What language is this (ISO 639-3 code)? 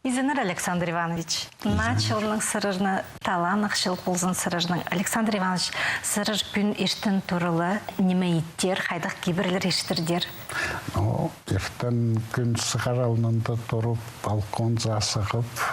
kjh